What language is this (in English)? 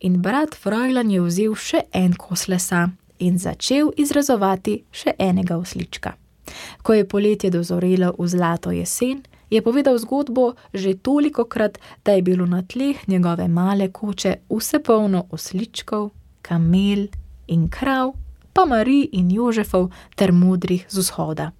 Slovenian